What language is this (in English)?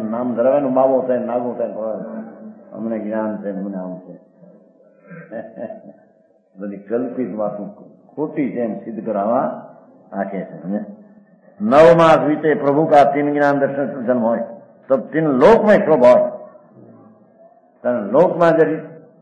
Gujarati